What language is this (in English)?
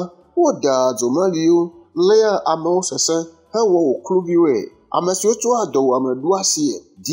Ewe